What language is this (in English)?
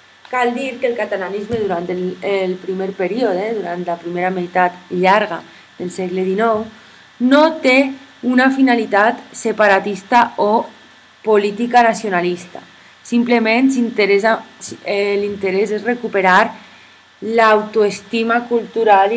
Catalan